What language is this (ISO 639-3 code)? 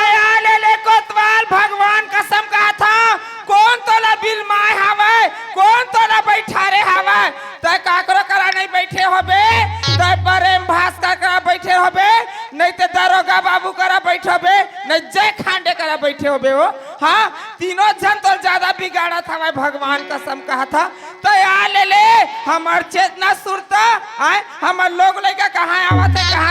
hne